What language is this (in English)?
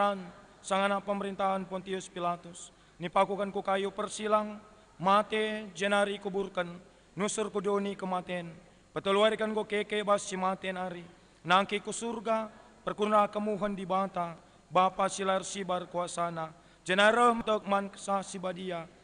Batak Karo